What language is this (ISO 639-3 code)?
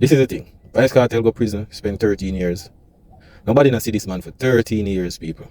jam